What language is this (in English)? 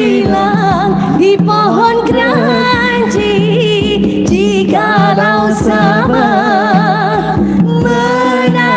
Banjar